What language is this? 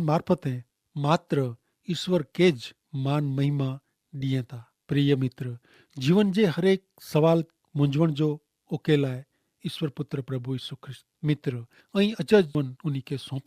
Kachhi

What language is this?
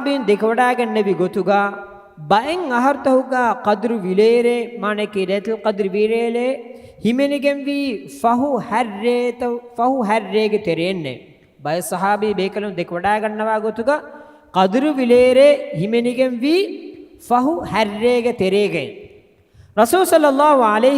Divehi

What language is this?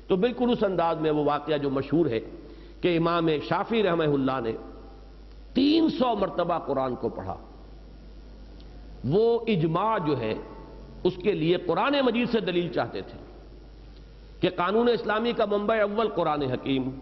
Urdu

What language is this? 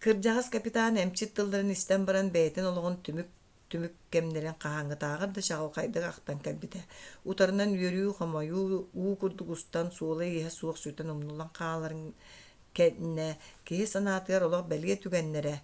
Yakut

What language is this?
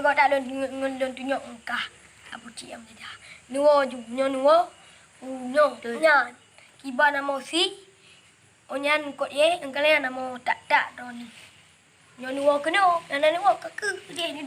Achinese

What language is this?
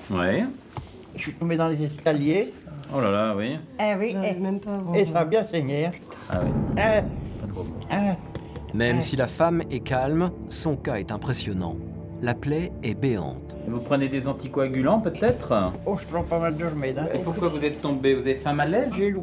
French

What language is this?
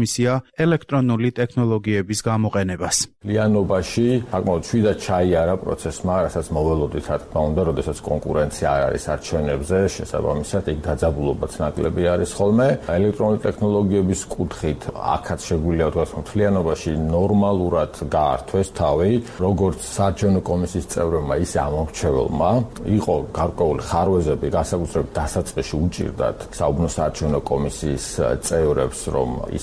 Georgian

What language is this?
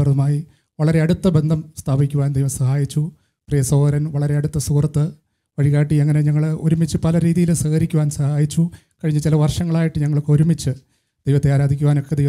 Malayalam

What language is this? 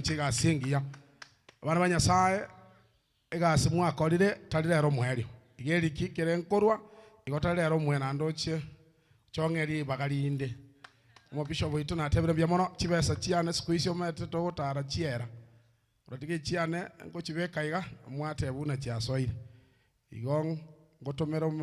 Gusii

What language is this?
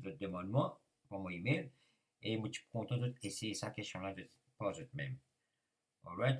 Morisyen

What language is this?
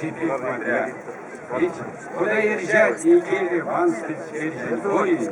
Erzya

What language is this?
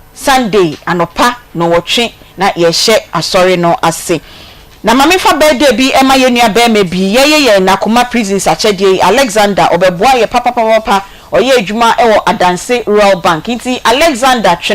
Akan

